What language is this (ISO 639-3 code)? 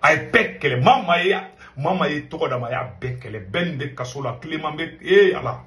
bam